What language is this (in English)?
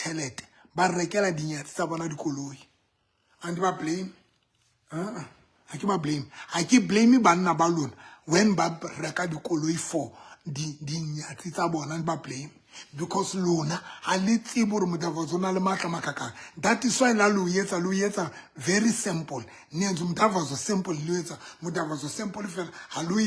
Southern Sotho